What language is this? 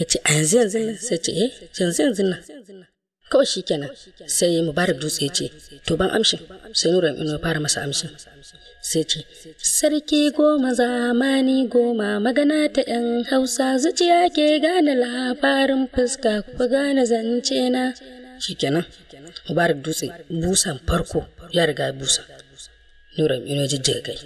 Hausa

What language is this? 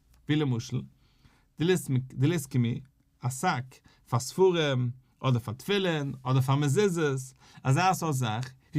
Yiddish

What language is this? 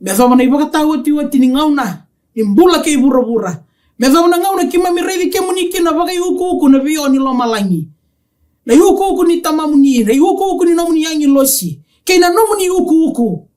Fijian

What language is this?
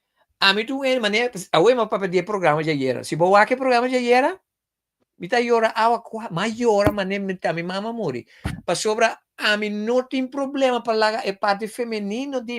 Papiamento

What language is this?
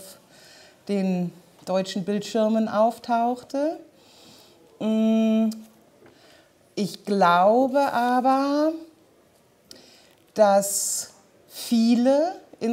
German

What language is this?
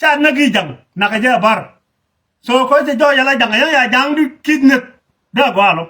Nuer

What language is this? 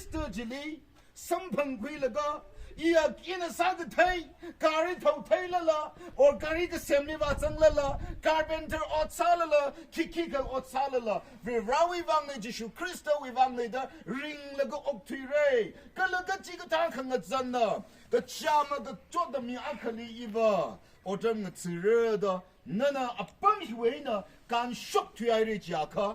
Tangkhul Naga (India)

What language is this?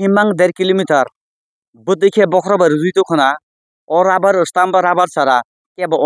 Kok Borok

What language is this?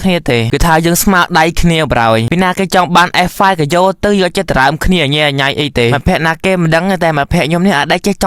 Khmer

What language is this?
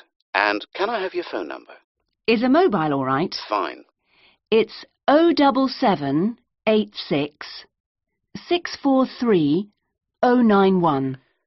English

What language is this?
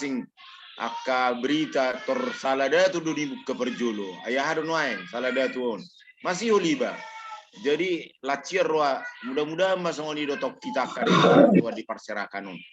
Batak Toba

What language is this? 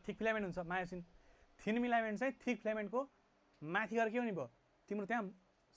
Nepali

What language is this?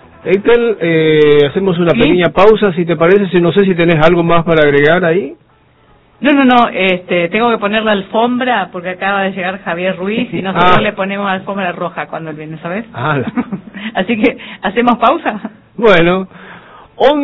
Spanish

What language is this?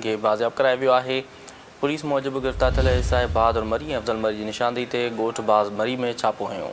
Sindhi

